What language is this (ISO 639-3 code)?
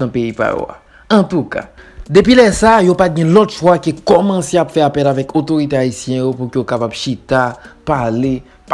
hat